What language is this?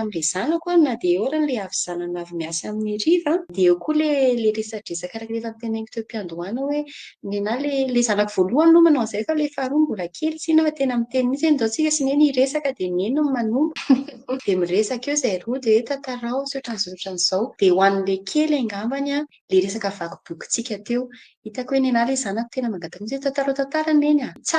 Malagasy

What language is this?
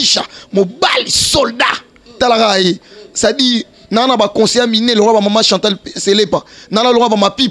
Lingala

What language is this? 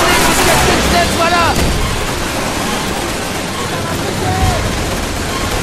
French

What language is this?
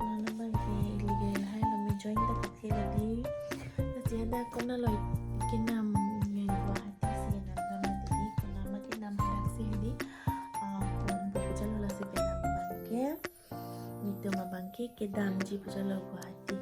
Karbi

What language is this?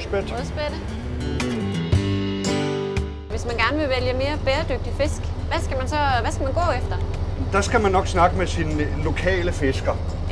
Danish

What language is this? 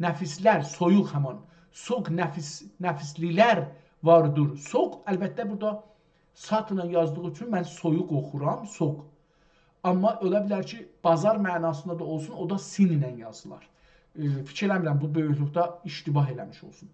South Azerbaijani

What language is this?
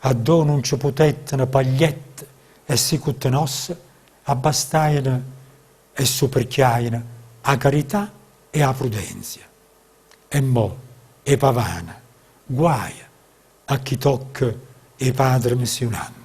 Neapolitan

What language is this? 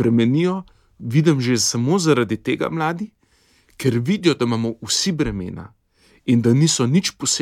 Slovenian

